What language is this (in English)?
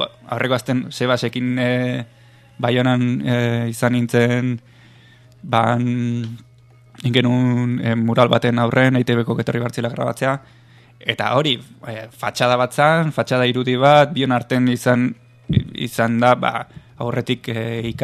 Basque